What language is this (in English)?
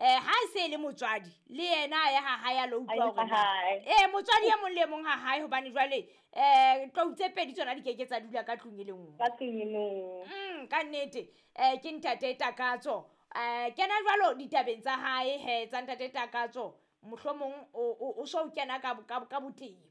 Southern Sotho